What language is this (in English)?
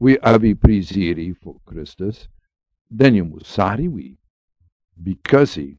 Sranan Tongo